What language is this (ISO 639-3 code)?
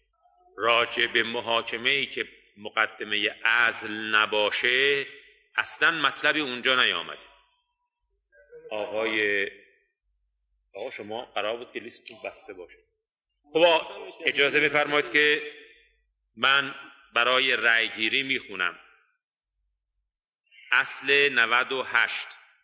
fas